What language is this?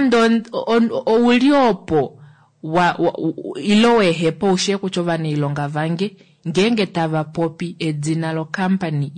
Kuanyama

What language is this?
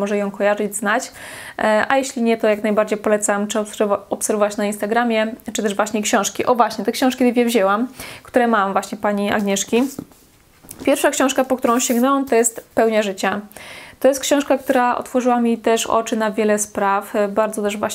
Polish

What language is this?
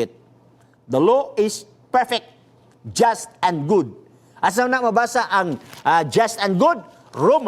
Cebuano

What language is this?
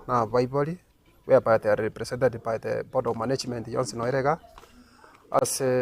Gusii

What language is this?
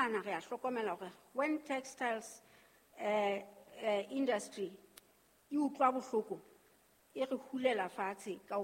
Southern Sotho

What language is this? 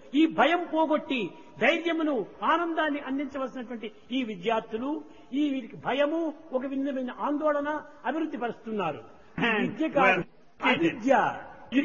Telugu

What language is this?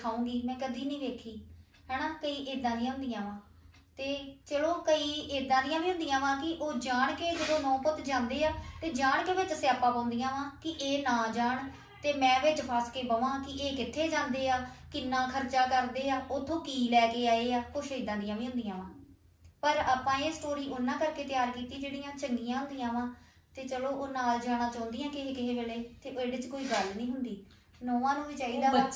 Punjabi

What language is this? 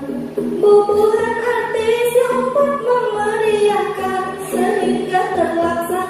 Banjar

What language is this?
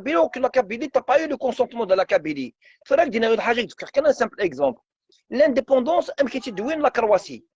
Algerian Arabic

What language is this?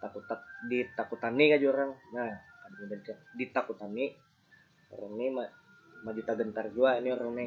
Banjar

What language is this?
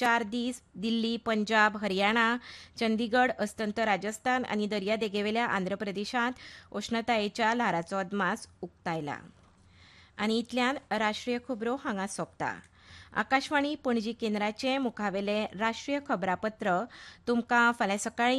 Konkani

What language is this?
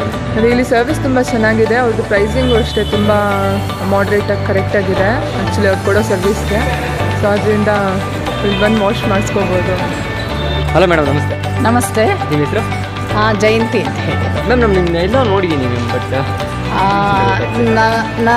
Kannada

